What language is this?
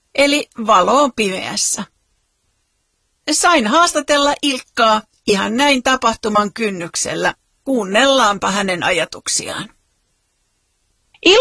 Finnish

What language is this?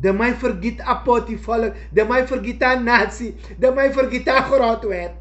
Sranan Tongo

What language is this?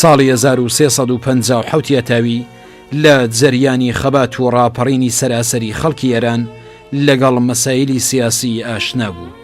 Central Kurdish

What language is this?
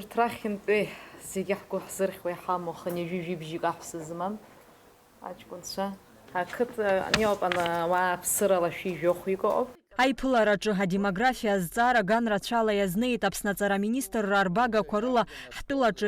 Abkhazian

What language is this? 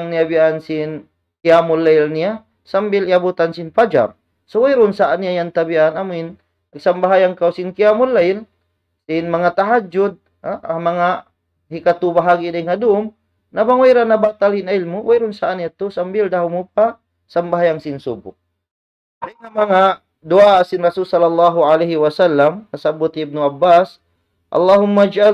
Tausug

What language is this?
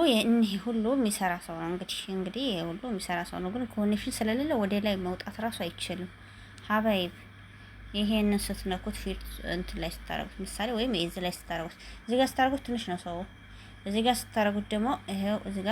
Amharic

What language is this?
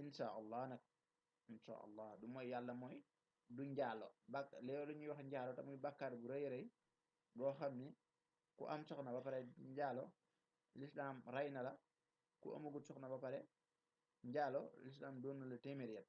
Wolof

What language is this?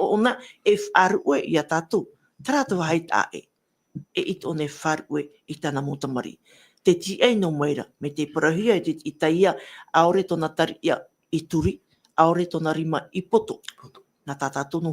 Tahitian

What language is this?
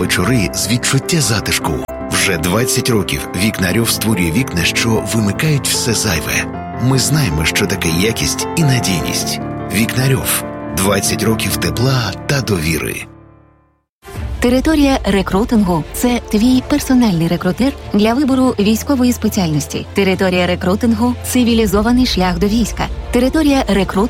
Ukrainian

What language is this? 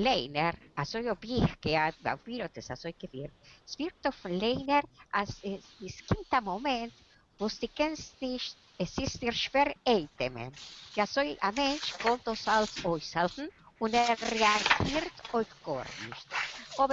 Yiddish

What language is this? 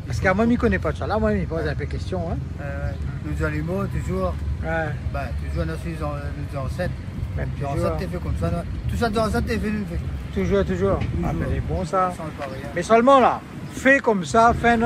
Réunion Creole French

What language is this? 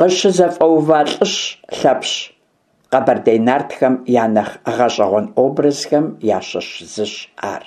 Kabardian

